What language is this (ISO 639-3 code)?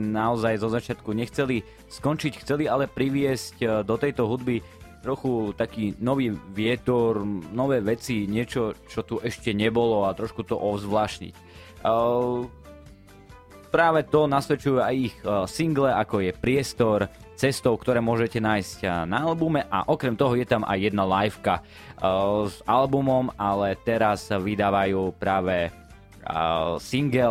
slk